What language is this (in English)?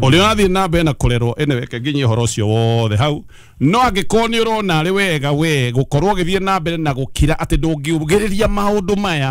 Kikuyu